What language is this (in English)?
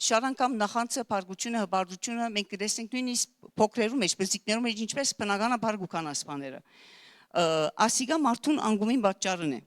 Western Armenian